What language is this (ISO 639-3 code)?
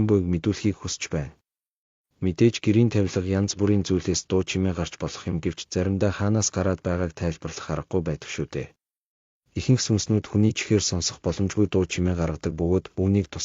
mon